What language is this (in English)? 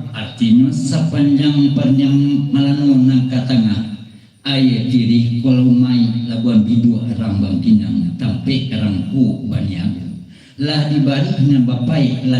Minangkabau